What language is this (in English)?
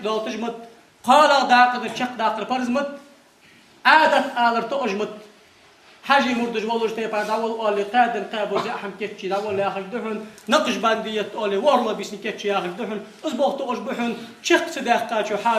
Ingush